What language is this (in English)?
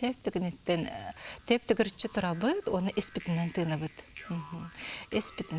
Yakut